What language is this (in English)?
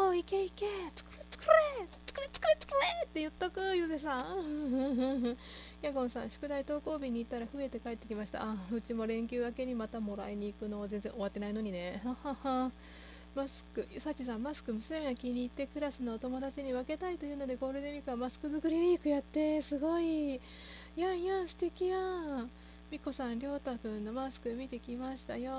Japanese